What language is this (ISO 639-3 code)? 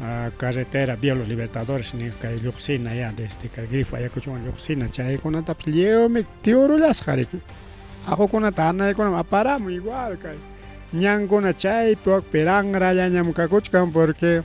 quy